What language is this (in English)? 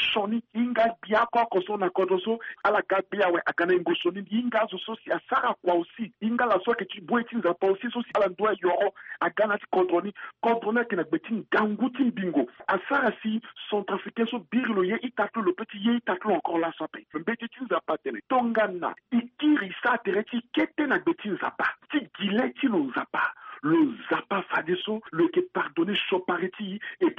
Sango